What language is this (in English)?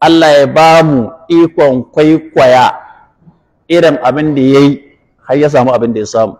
Hausa